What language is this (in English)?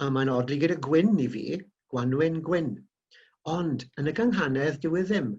Welsh